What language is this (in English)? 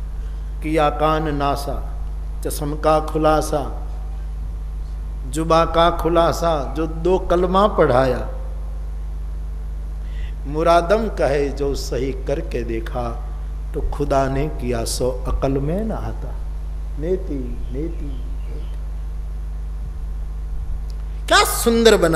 Hindi